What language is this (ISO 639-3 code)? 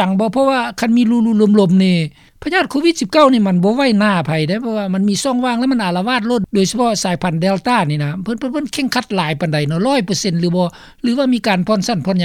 lao